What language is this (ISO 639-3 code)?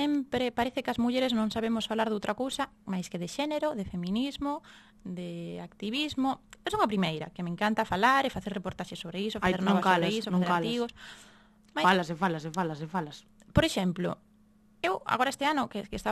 glg